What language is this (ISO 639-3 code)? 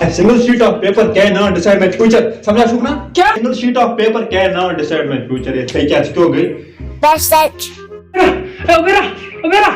kas